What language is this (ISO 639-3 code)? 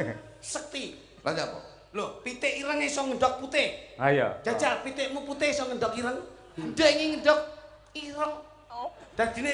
jav